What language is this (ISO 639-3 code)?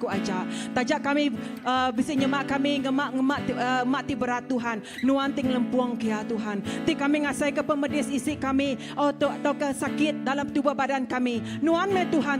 iba